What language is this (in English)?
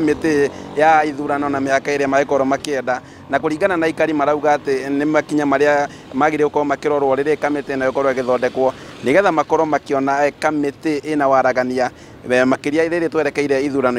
Kikuyu